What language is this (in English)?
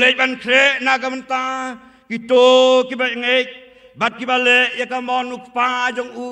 Khasi